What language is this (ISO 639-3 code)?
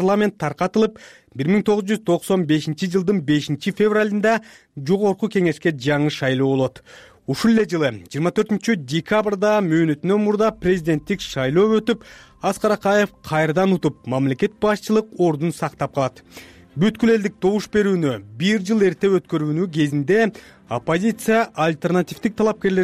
kir